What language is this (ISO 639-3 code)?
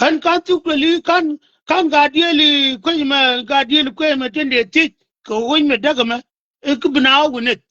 nus